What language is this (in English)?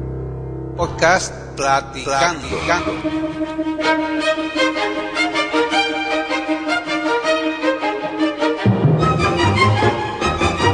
Spanish